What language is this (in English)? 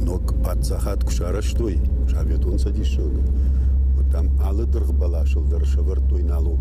Ossetic